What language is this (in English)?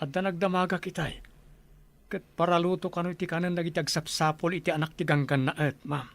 Iloko